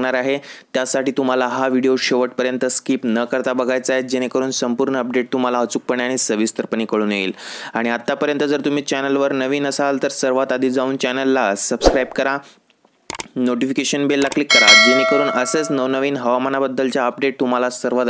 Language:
Marathi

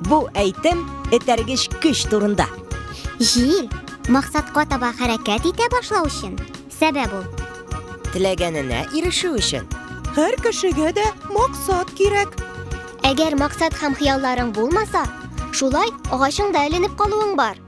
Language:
Tatar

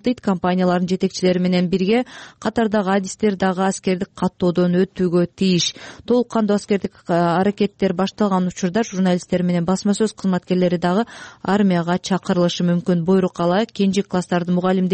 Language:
Kyrgyz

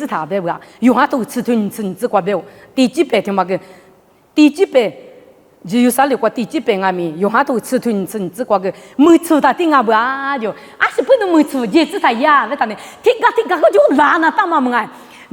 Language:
Lisu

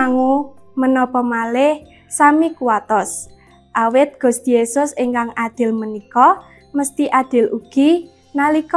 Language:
Javanese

